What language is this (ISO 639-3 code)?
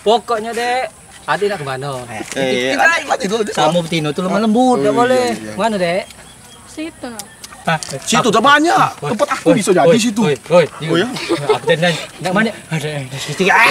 mui